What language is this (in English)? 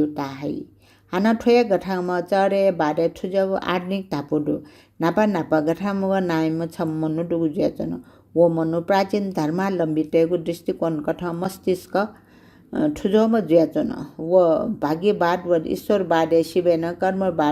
Newari